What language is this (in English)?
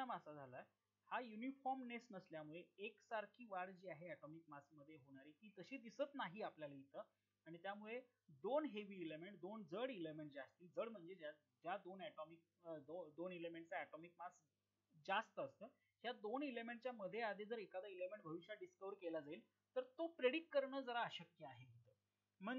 Marathi